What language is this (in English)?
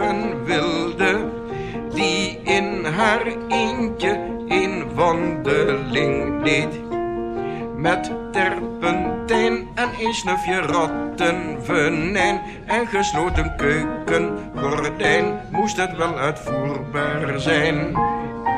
Dutch